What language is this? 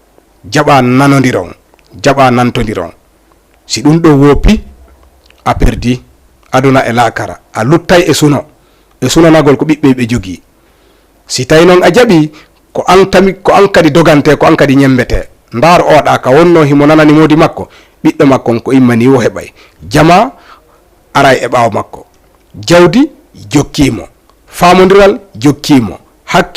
Fula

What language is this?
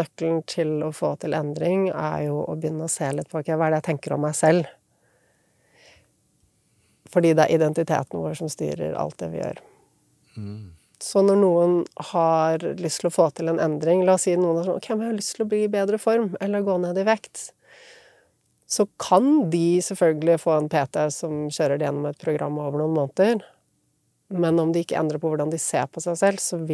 Norwegian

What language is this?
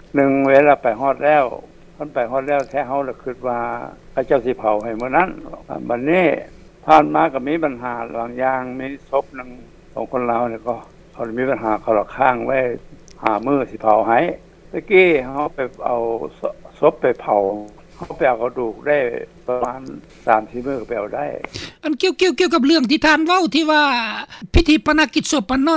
Lao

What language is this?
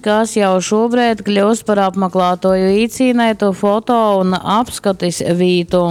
Latgalian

